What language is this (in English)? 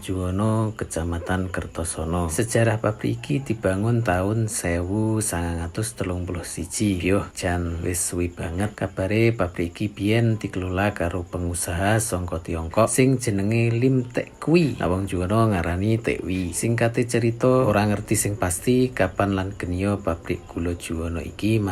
Javanese